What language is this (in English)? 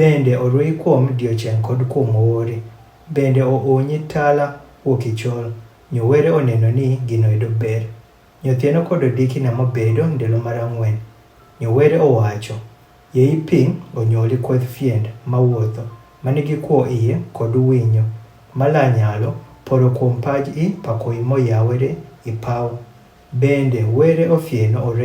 Adhola